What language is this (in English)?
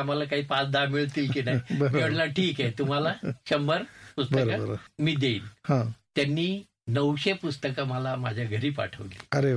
Marathi